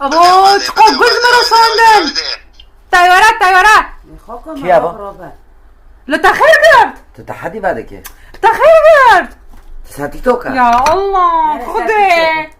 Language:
Kurdish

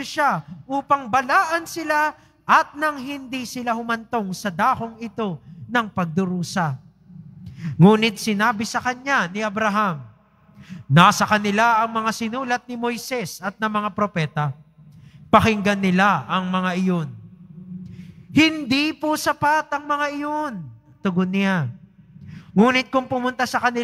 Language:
Filipino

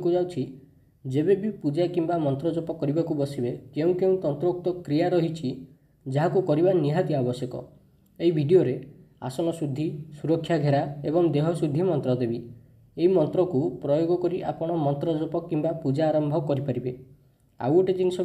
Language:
Odia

